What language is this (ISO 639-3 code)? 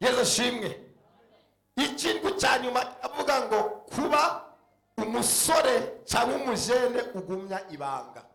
run